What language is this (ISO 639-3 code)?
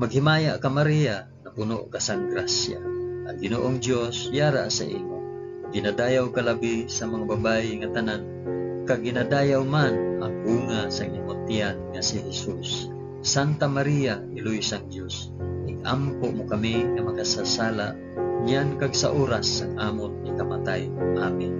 hil